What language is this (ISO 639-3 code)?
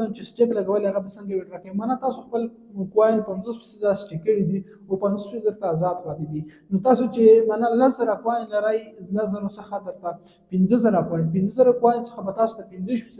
pus